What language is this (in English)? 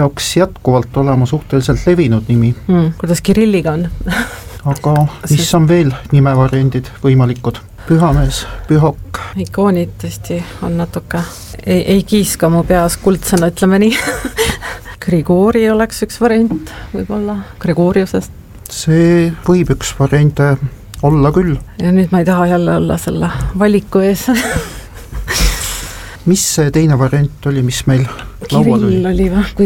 Estonian